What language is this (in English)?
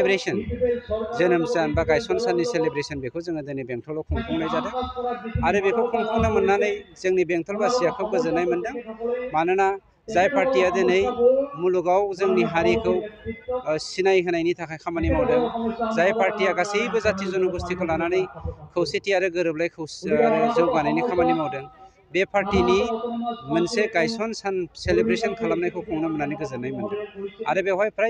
Bodo